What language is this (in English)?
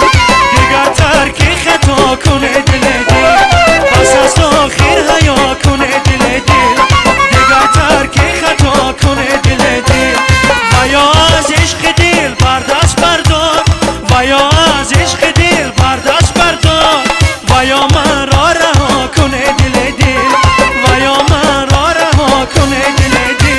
Tajik